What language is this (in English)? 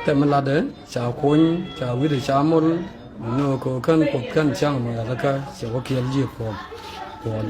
Nuer